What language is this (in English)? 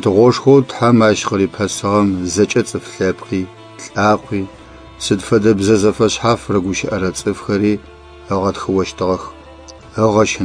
Adyghe